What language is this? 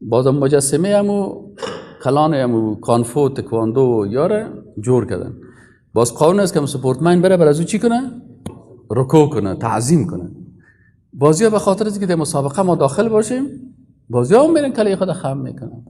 Persian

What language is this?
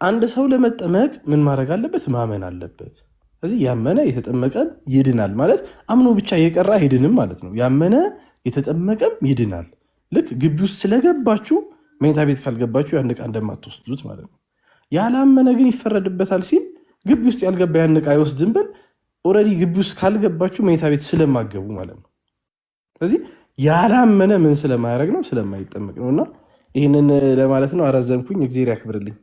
Amharic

